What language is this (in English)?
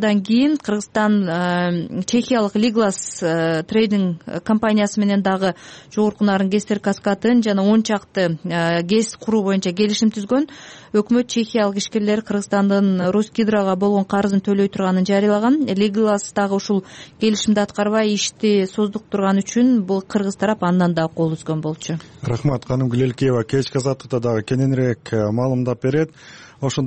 Kyrgyz